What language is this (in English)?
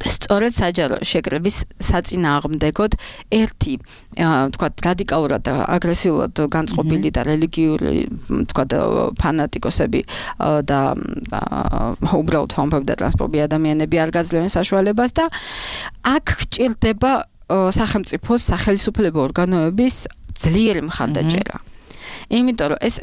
Georgian